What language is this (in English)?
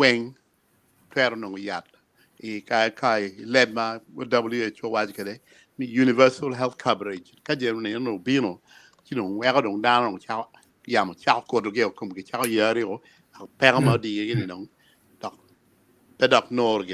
Acoli